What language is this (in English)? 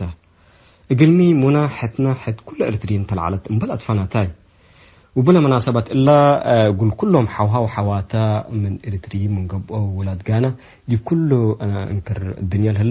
Tigre